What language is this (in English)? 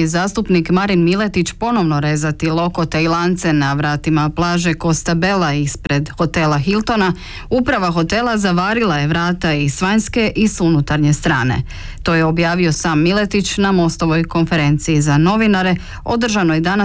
Croatian